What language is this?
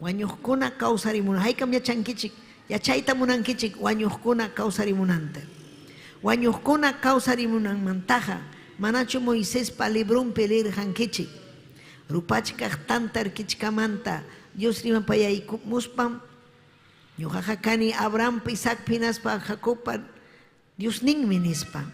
Ayacucho Quechua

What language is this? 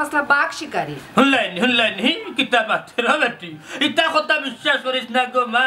Sylheti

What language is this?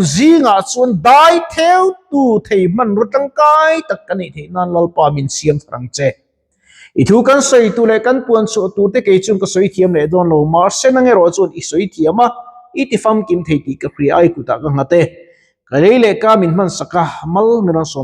Mizo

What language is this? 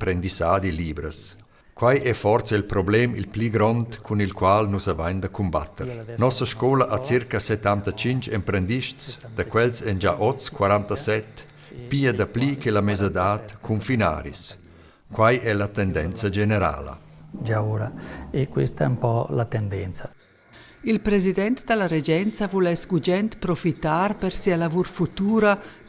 Romansh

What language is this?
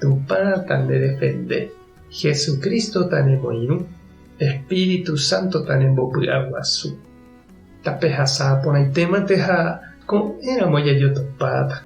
Guarani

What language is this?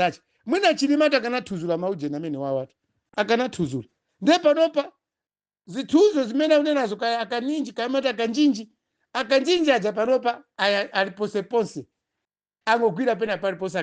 Nyanja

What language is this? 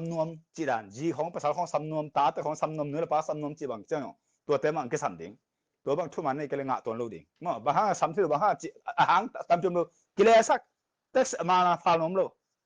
Tedim Chin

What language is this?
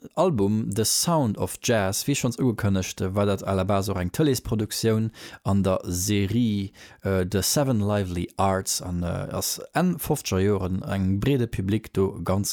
Luxembourgish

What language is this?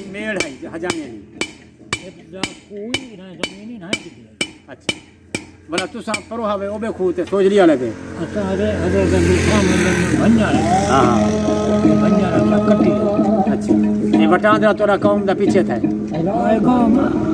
Saraiki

